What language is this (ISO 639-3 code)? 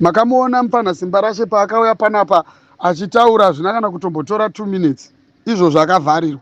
sna